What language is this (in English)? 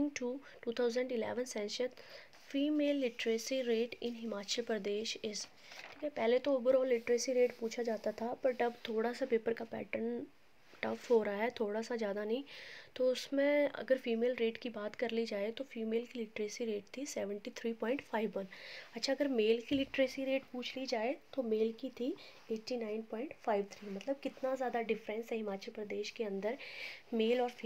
Hindi